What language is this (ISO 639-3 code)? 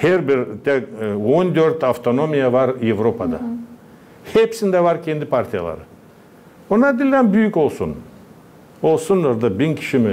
gag